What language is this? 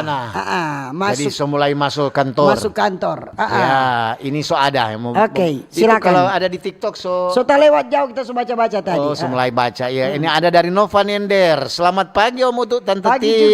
Manado Malay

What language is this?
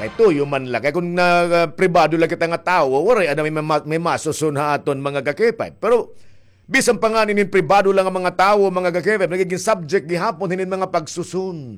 Waray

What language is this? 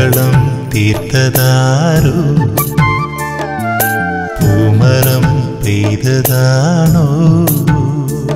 Malayalam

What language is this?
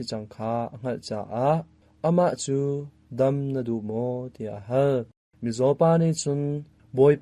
Hakha Chin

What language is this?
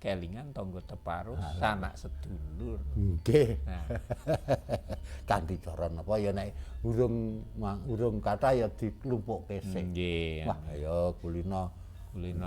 Javanese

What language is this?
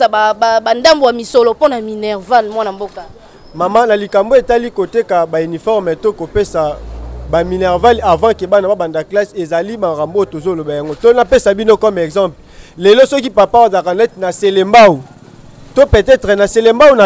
Lingala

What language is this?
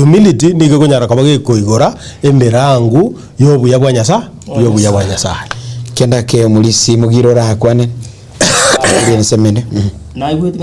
Gusii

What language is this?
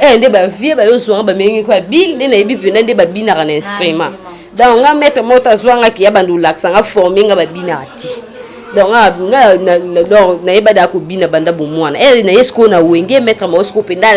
Lingala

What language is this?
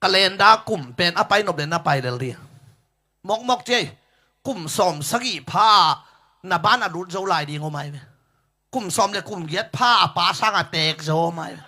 Tedim Chin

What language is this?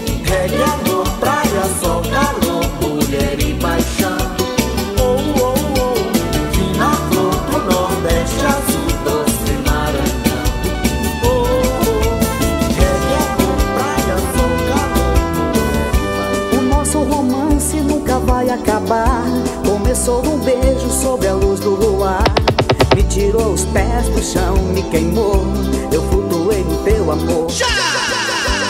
Portuguese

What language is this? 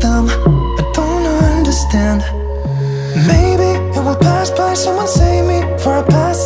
Romanian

